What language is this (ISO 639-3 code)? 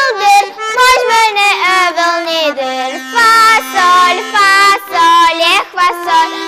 udm